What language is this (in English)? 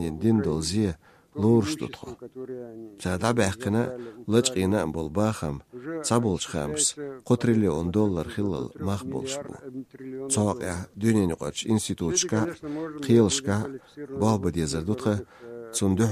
Chechen